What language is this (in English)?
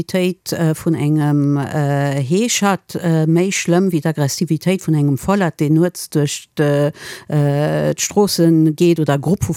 Luxembourgish